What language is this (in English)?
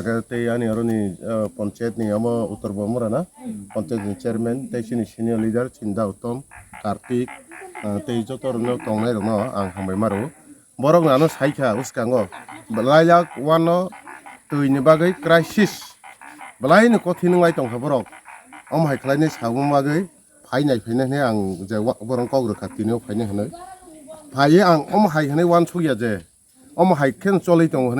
Kok Borok